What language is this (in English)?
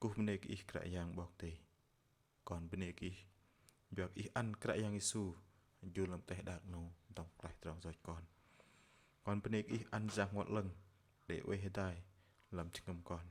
Bahnar